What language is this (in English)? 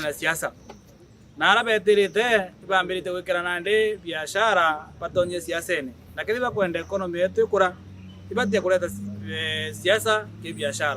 Meru